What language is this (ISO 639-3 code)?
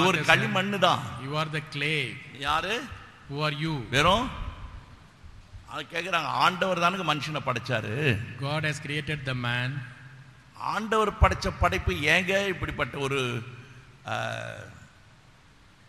tam